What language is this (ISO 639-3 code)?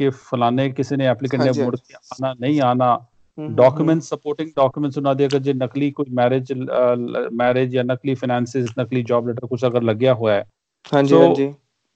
pan